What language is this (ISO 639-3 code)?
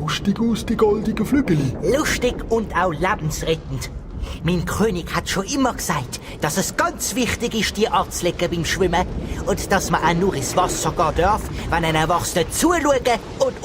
gsw